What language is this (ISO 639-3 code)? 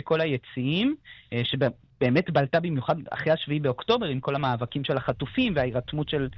heb